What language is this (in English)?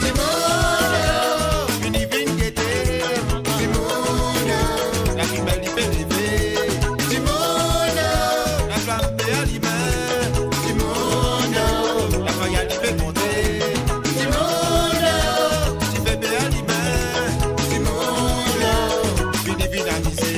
Morisyen